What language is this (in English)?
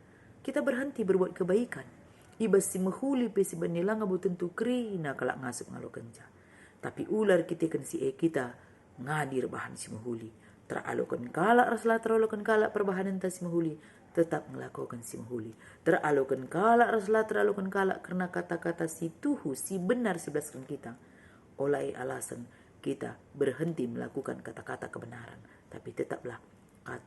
Batak Karo